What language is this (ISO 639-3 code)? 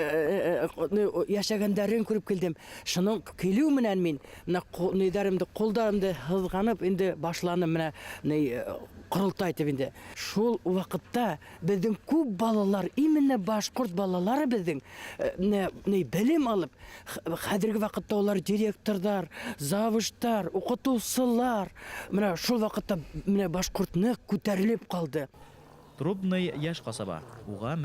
bak